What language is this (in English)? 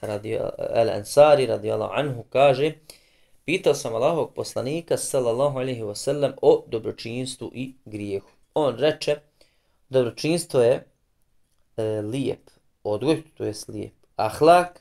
Bosnian